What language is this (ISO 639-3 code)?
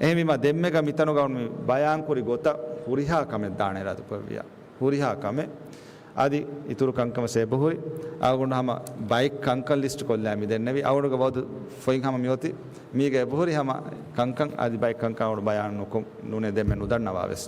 div